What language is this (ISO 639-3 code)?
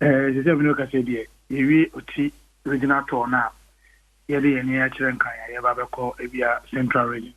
aka